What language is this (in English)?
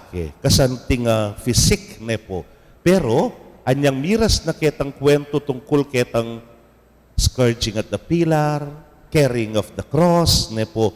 Pampanga